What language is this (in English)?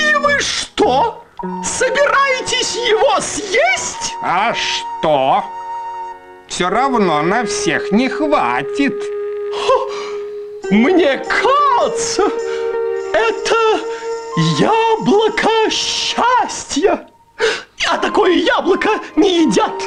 Russian